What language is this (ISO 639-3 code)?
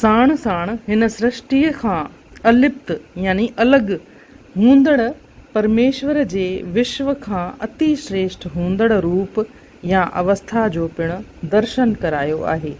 snd